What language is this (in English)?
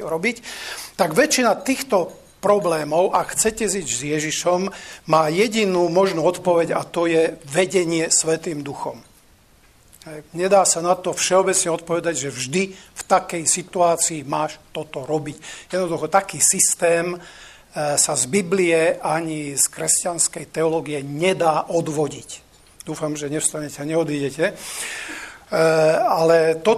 Slovak